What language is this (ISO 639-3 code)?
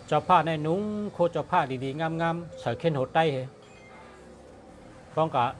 shn